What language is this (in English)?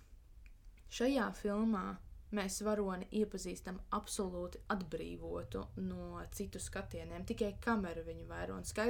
Latvian